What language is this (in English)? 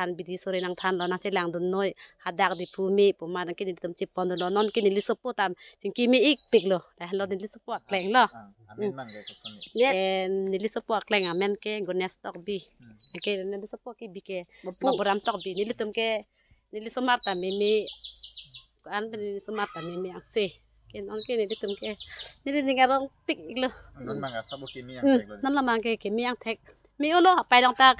Karbi